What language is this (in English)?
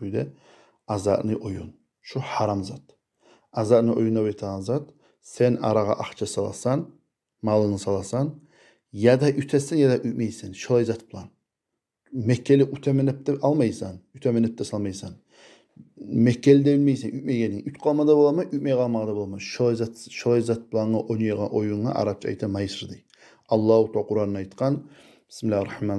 Kumyk